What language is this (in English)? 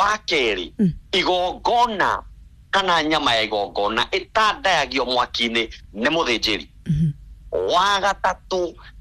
Kikuyu